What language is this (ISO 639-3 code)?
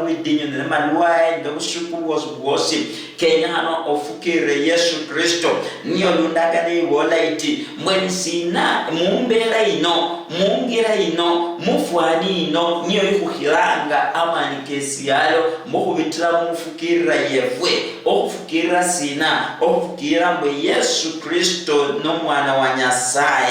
luy